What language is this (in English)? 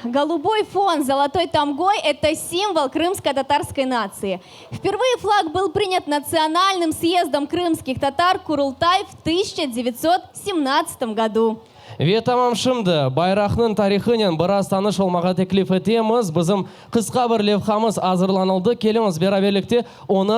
Crimean Tatar